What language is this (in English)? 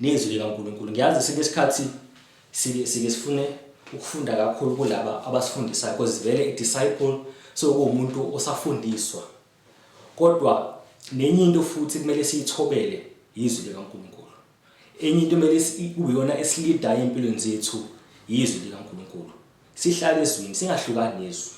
Zulu